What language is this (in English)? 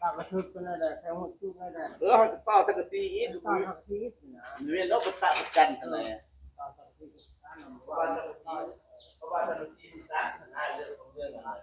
Northeastern Thai